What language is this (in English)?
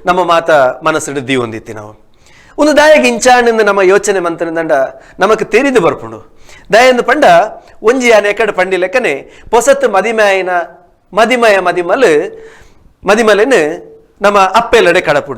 Tulu